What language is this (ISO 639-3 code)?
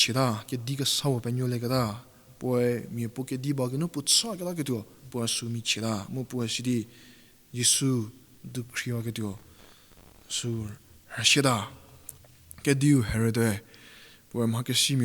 njm